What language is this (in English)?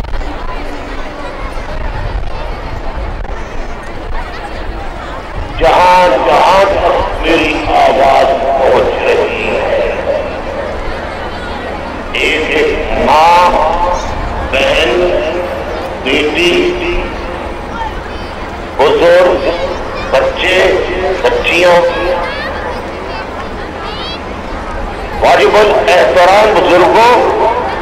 Urdu